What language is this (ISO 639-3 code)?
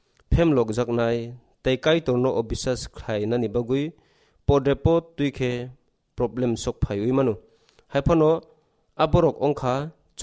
trp